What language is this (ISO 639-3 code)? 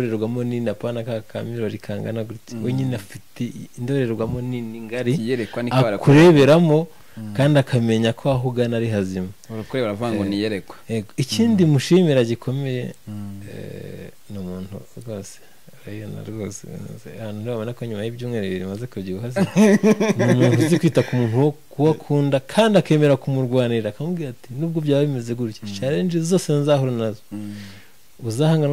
kin